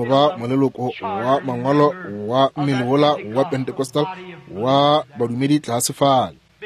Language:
Northern Sotho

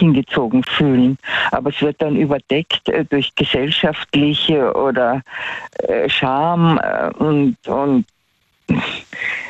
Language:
German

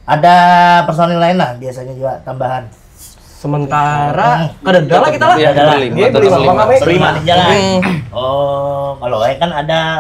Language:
Banjar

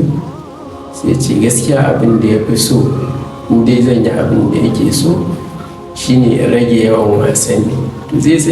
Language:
Hausa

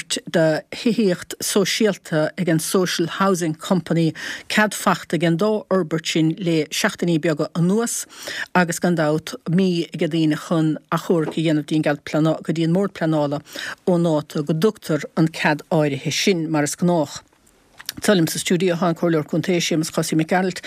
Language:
Irish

